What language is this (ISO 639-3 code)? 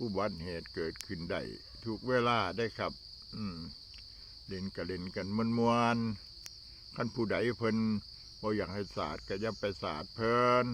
tts